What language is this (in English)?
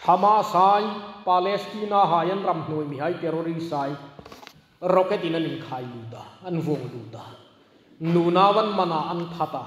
Hmar